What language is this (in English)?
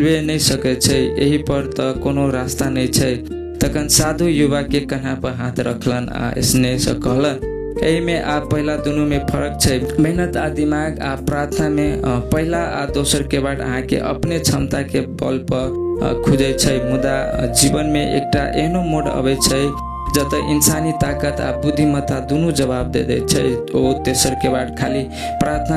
Maithili